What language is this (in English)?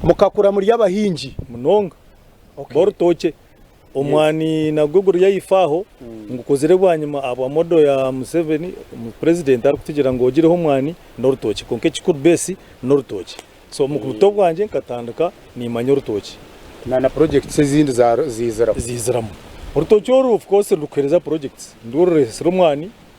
Nyankole